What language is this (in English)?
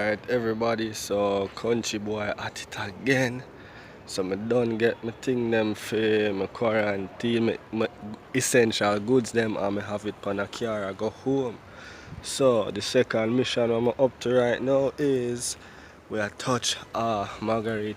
Jamaican Creole English